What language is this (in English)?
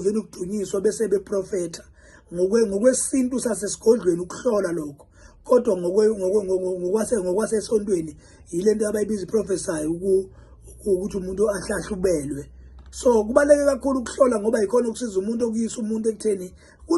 Zulu